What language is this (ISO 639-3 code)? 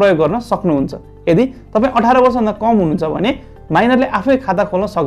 nep